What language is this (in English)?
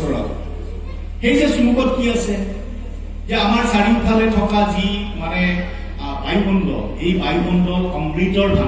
Assamese